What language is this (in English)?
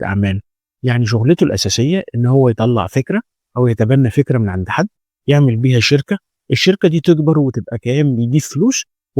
Egyptian Arabic